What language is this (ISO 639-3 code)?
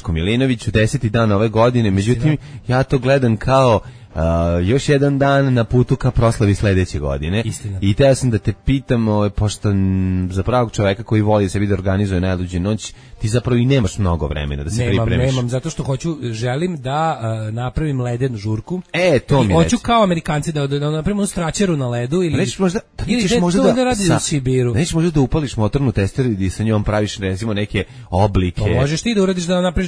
srp